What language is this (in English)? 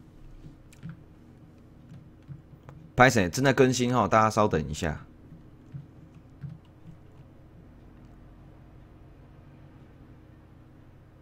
Chinese